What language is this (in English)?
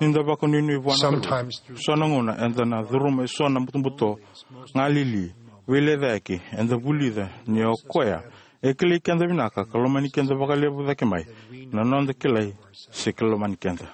Fijian